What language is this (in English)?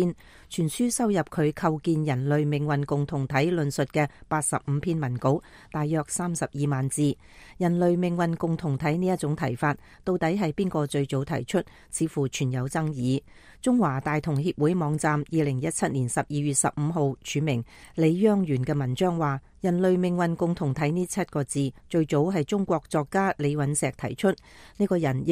Cantonese